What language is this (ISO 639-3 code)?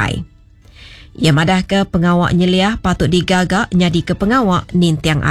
iba